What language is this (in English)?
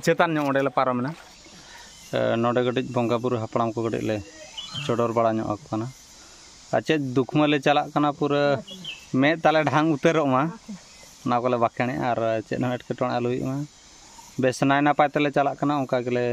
Santali